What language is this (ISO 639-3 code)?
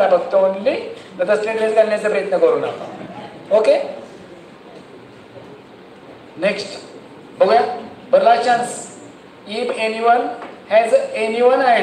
mar